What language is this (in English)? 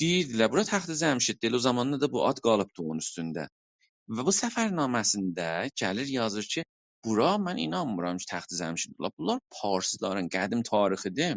South Azerbaijani